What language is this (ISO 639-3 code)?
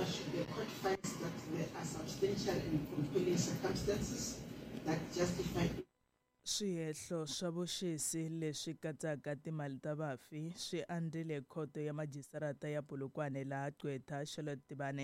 tso